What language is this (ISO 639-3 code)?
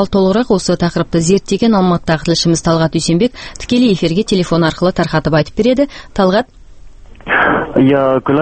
kaz